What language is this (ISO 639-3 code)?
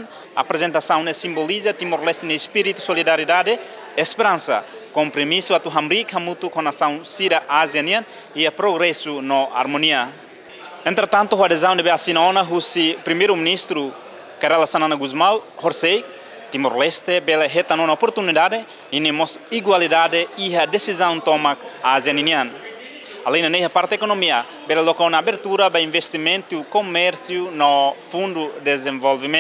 tet